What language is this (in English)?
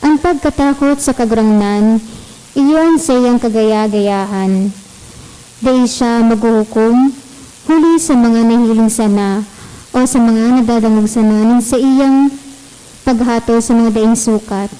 Bikol